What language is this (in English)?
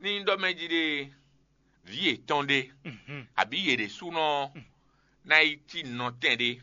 Fon